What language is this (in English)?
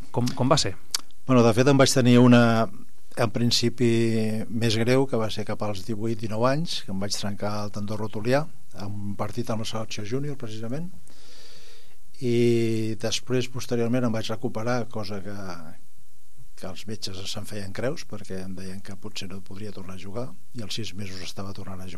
Catalan